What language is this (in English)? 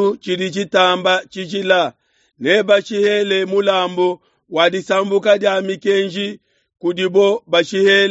Luba-Lulua